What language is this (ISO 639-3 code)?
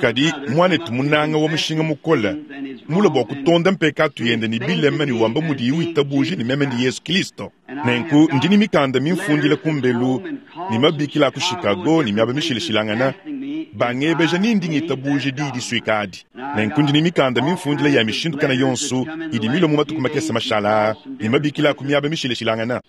lua